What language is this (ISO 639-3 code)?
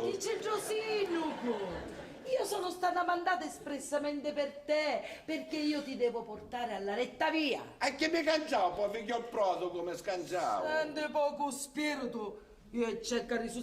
scn